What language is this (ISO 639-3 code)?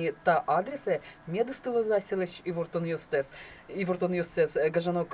udm